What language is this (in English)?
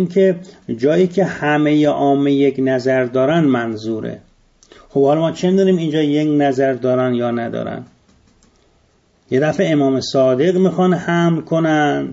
Persian